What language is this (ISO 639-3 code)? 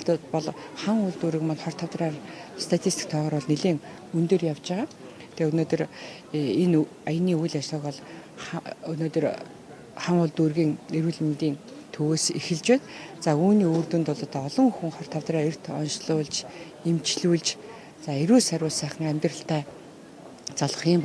mon